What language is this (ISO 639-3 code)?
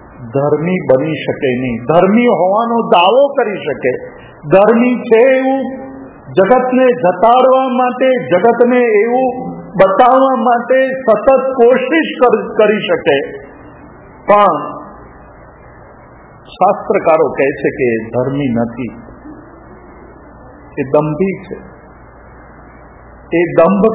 guj